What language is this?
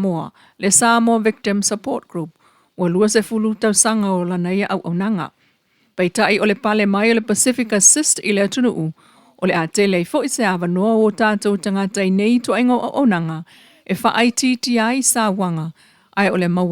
Samoan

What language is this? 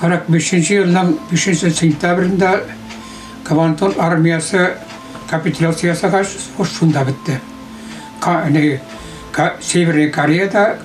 Bashkir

